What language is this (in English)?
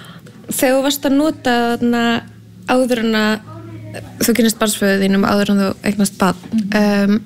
Icelandic